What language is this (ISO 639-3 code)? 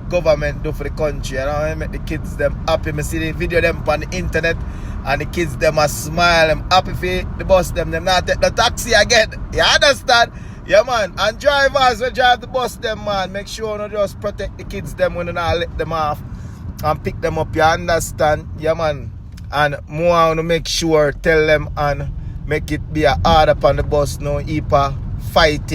jam